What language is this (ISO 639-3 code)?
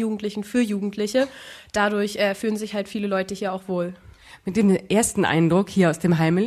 deu